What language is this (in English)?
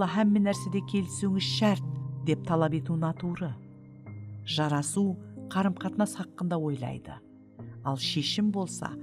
Kara-Kalpak